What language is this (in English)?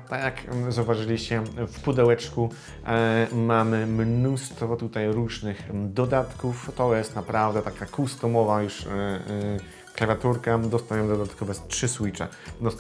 Polish